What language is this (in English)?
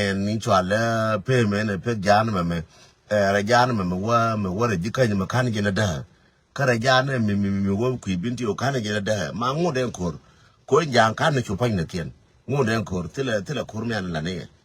Nuer